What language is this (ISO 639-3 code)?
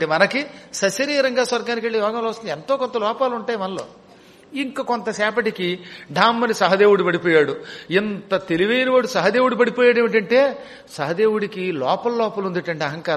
tel